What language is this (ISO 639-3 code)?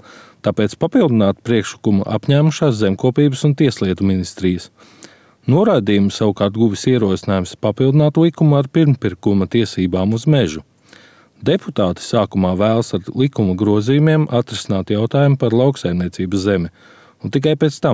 lav